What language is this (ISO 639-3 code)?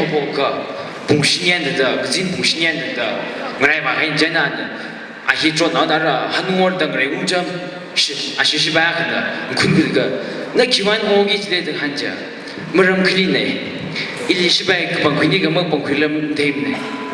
nmf